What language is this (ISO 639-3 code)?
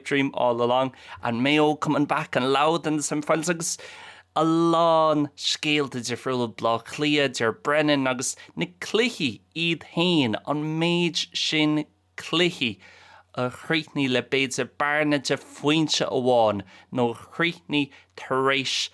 gle